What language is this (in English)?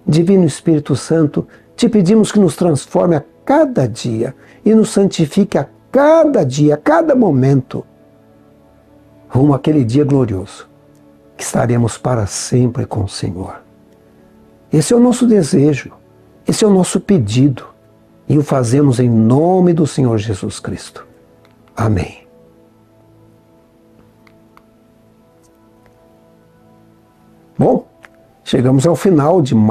Portuguese